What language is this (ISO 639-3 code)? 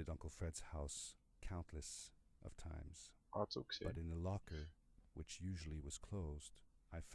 gsw